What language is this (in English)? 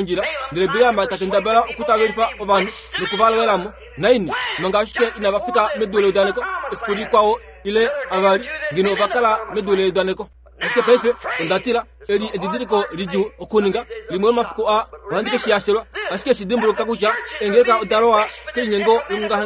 Kuanyama